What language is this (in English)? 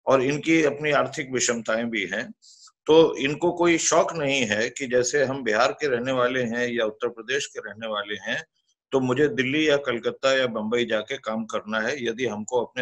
Hindi